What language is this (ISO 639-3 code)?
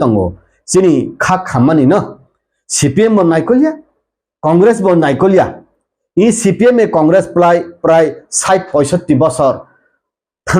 trp